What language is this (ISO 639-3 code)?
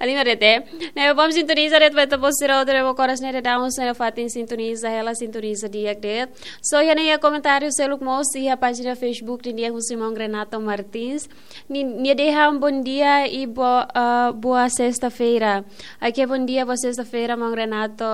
tet